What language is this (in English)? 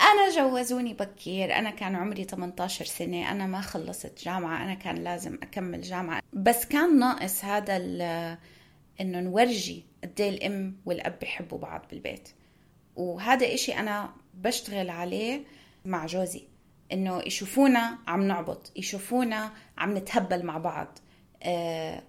North Levantine Arabic